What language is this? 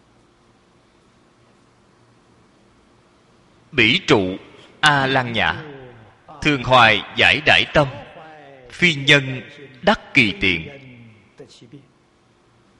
Vietnamese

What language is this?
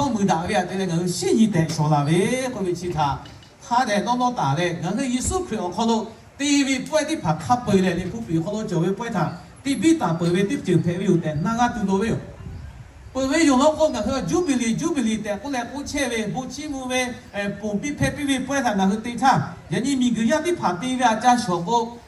Lahu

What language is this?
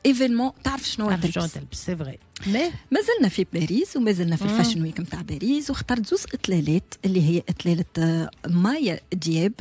Tunisian Arabic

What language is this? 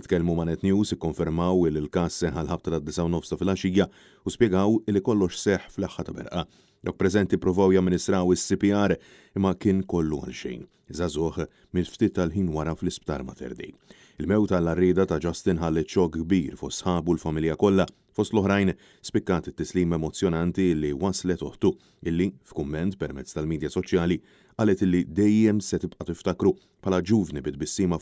Maltese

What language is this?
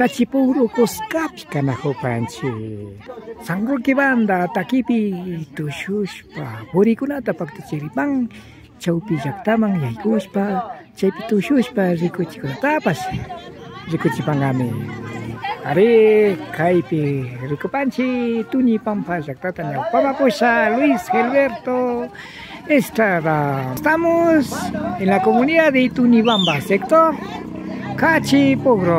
Imbabura Highland Quichua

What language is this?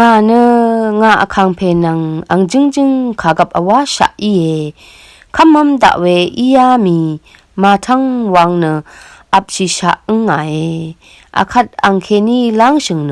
Rawang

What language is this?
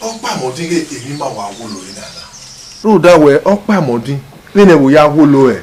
Bini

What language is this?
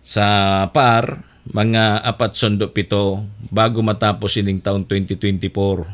Bikol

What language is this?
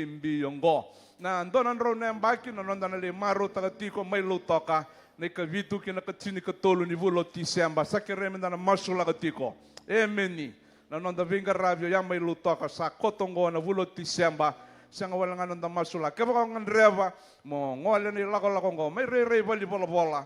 Fijian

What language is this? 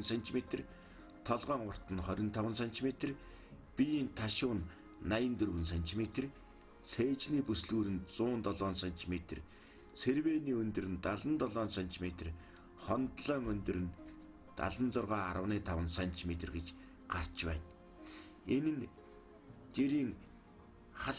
Mongolian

